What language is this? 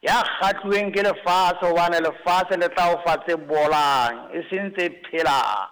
Southern Sotho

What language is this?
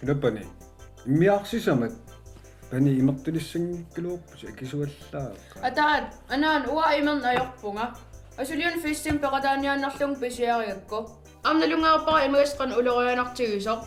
Kalaallisut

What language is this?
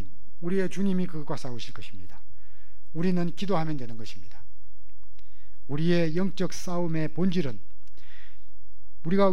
Korean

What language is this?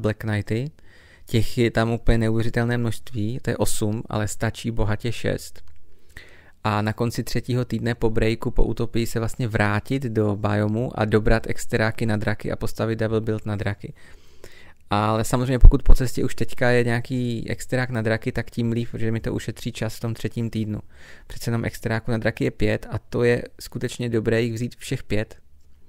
Czech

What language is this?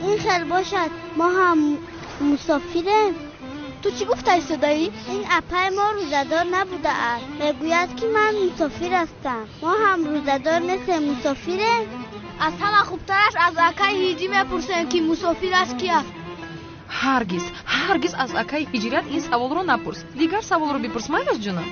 Tajik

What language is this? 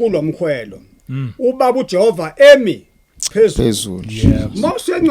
Zulu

